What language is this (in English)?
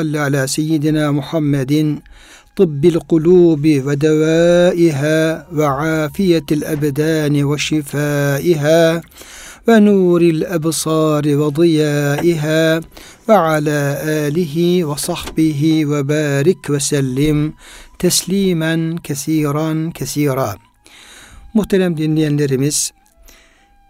Turkish